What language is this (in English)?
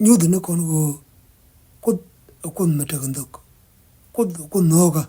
Nuer